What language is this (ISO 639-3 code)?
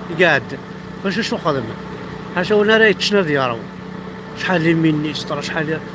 kab